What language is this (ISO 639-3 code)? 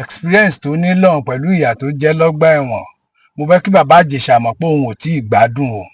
yor